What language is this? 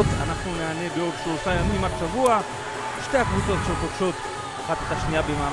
Hebrew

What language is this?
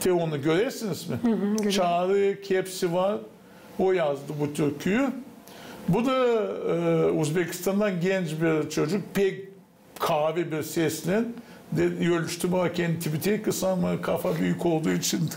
Gagauz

